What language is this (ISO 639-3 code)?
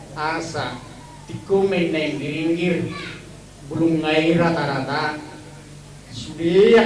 bbc